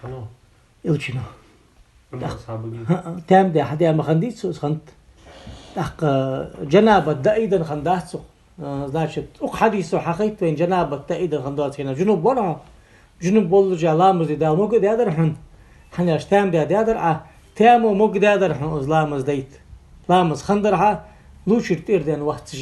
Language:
Ingush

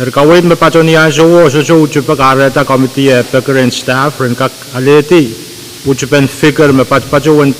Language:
Pohnpeian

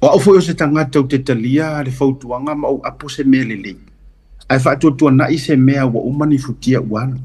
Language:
Samoan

